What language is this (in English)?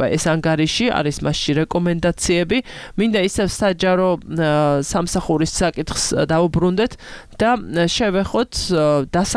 Georgian